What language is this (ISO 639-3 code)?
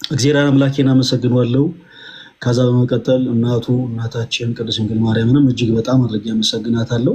amh